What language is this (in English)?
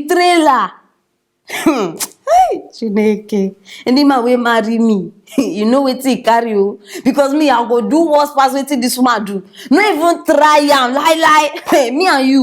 Nigerian Pidgin